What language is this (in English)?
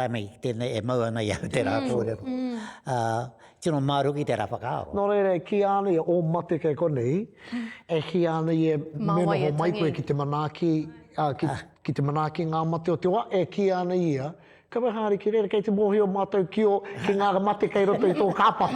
Māori